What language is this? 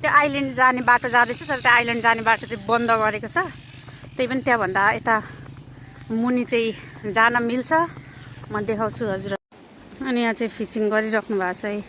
Nepali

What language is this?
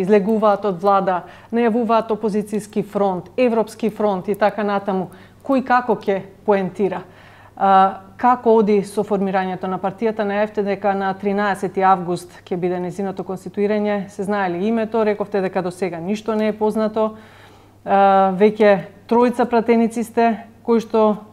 Macedonian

